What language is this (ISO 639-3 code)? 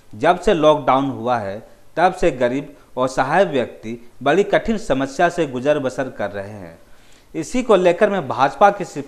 hin